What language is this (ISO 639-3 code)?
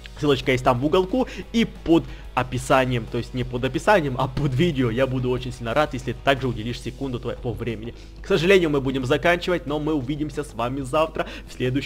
rus